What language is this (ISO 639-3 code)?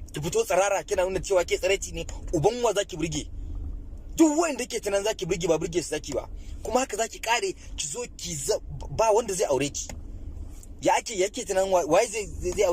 hau